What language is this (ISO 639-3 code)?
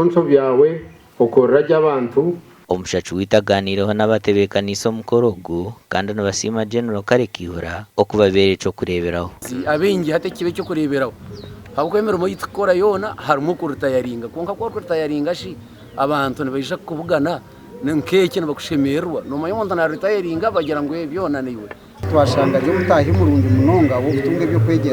nyn